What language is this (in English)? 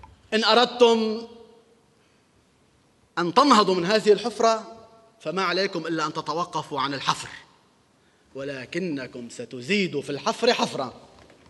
North Levantine Arabic